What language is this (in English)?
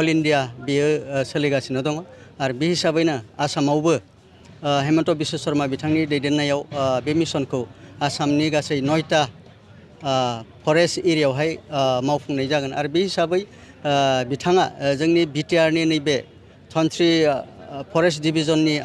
Bodo